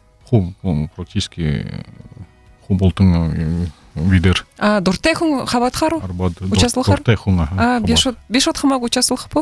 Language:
Buriat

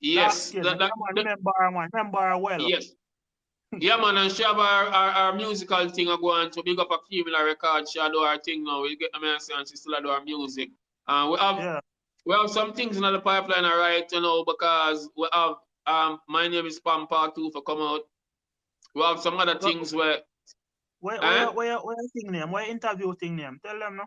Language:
Jamaican Creole English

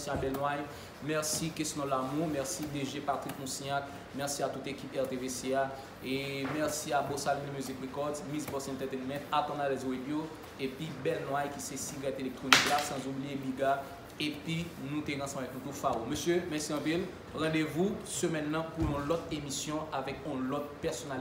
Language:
Haitian Creole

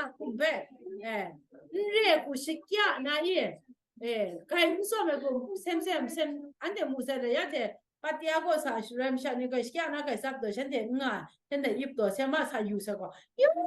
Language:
Kachin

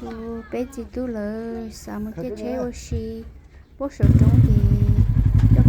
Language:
Hmong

